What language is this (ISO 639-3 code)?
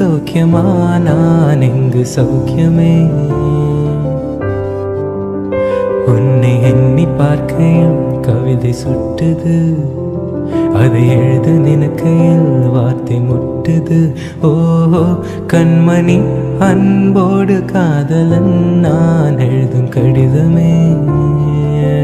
tam